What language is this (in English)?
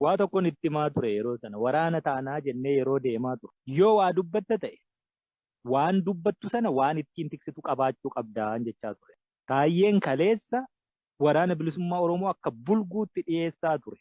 Oromo